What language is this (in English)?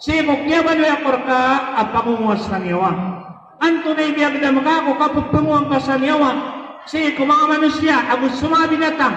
Maranao